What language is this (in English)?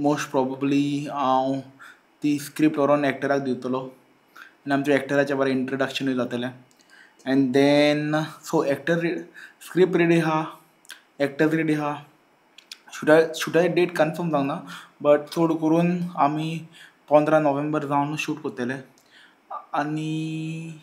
Konkani